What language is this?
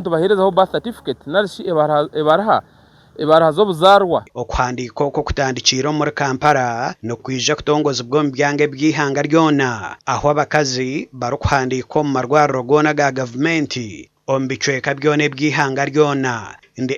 Nyankole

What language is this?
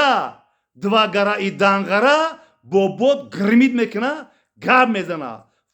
Tajik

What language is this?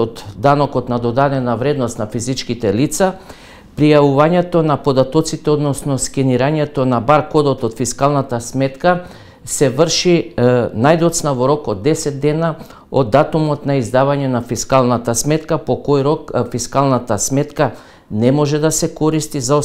Macedonian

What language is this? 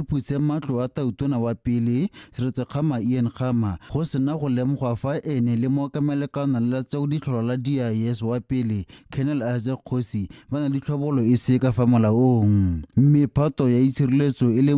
Tswana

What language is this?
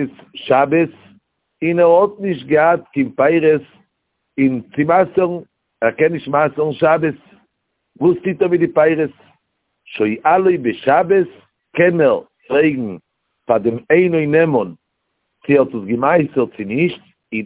Yiddish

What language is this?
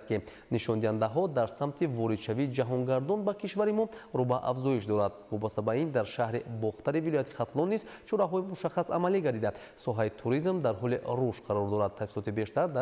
Tajik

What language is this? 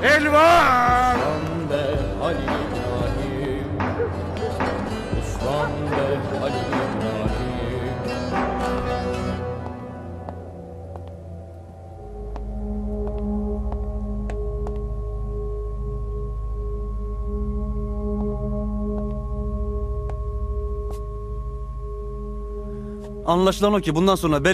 Turkish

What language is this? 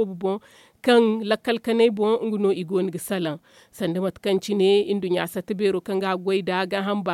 Zarma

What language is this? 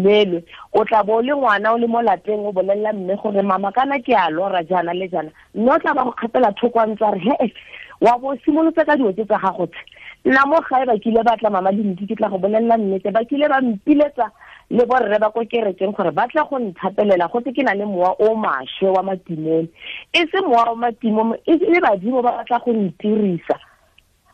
Tswana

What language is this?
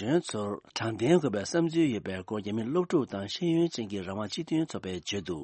Tibetan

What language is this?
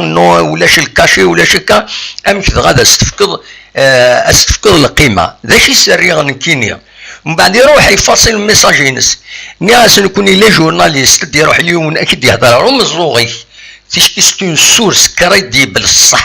Kabyle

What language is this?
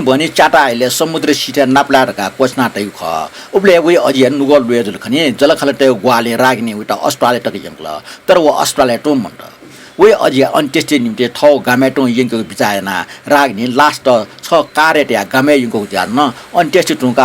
Newari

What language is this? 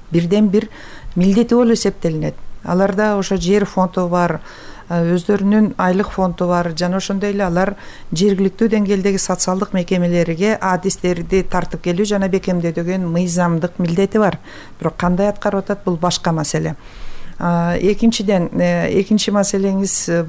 Kyrgyz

